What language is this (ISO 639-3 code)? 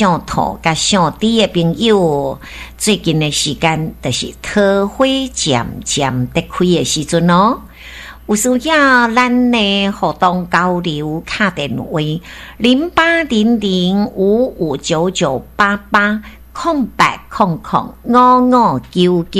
nan